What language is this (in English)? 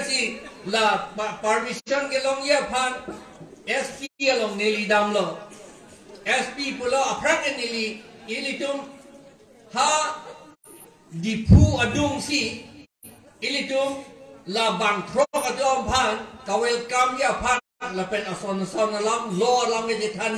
Karbi